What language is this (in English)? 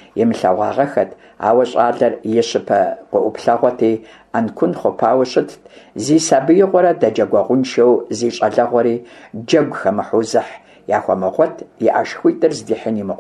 Kabardian